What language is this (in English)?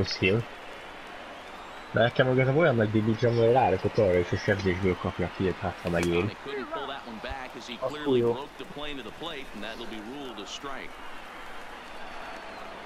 Hungarian